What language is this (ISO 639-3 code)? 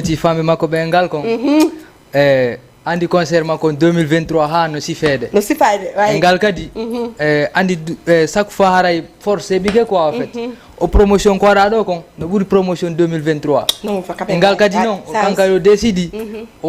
ful